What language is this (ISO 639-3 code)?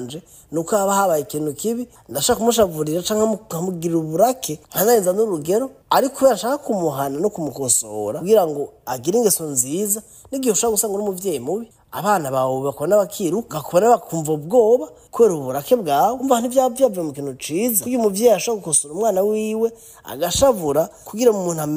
run